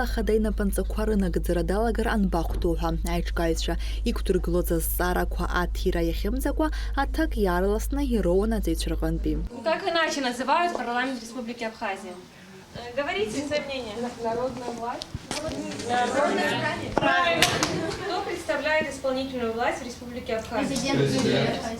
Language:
Abkhazian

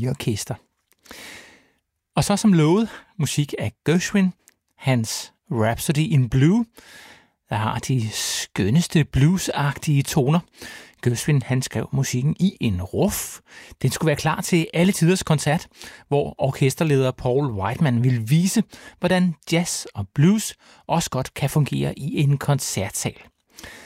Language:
Danish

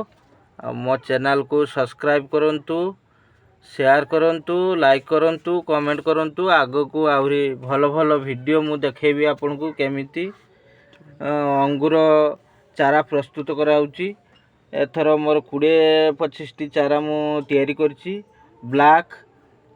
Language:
Odia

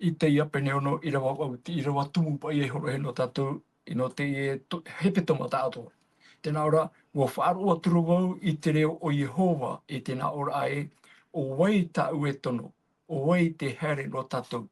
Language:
Tahitian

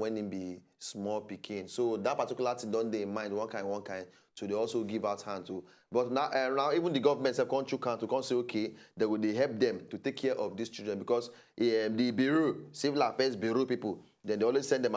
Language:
Nigerian Pidgin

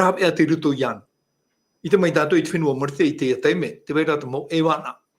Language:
Tahitian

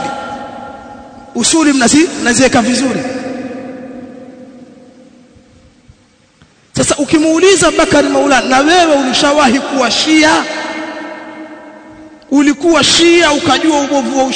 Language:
Swahili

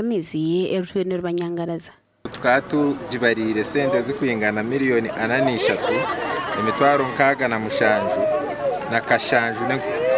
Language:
Nyankole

